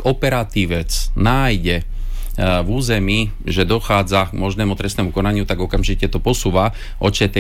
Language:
Slovak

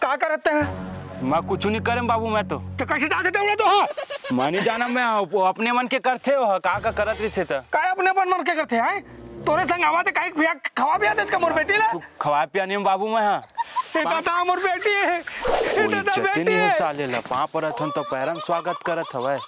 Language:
Chhattisgarhi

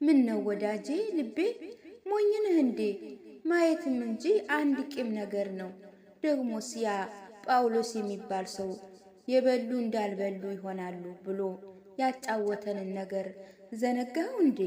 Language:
Amharic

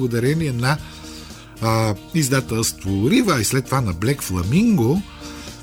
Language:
Bulgarian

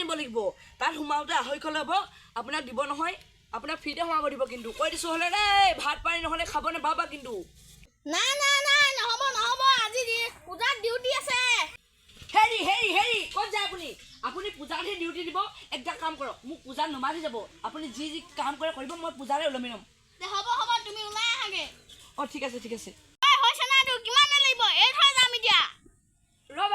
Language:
Assamese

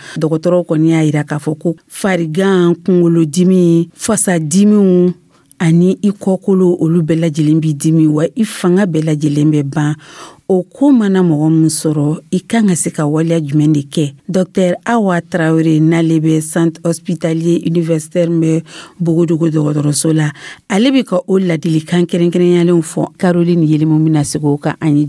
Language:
Dyula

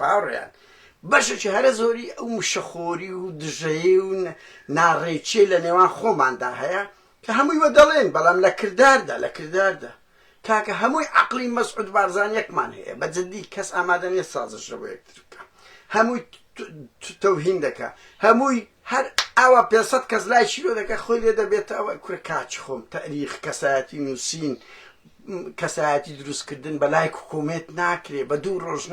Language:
Central Kurdish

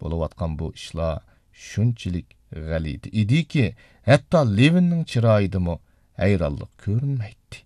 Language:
Uyghur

